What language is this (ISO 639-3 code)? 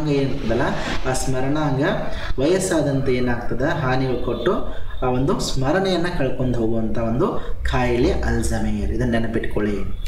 kan